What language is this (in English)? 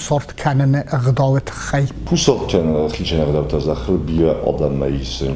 Ossetic